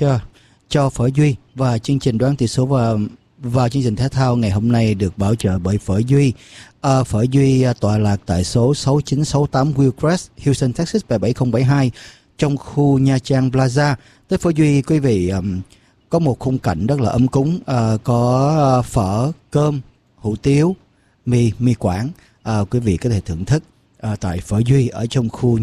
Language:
Vietnamese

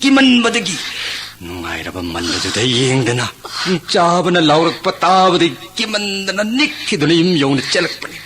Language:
Manipuri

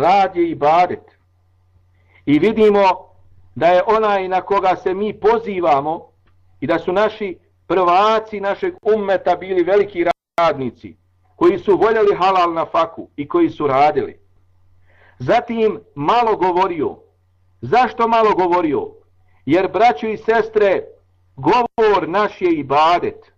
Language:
Bosnian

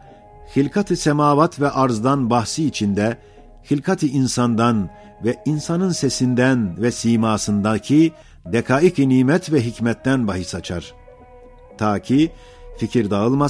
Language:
Ottoman Turkish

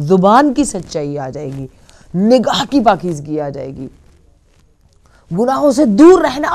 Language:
Urdu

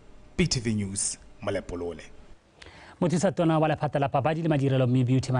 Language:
Tswana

